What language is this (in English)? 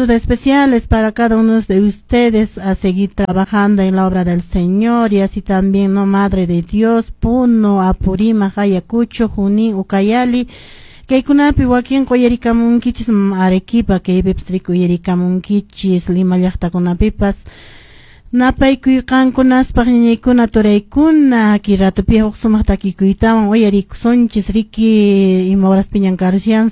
Quechua